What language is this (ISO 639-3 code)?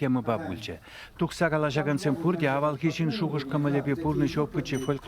chv